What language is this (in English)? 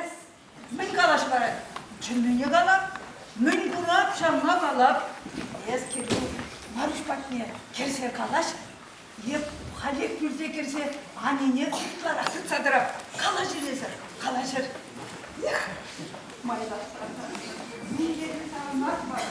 Chuvash